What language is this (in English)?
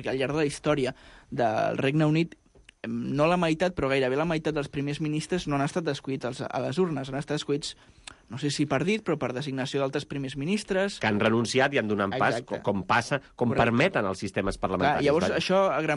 Catalan